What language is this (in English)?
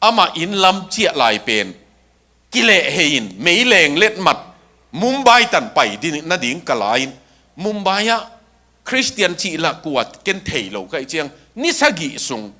Tedim Chin